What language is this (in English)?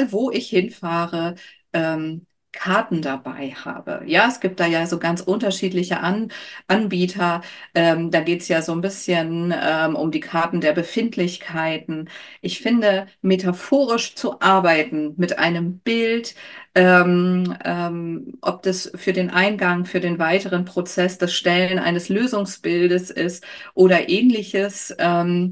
German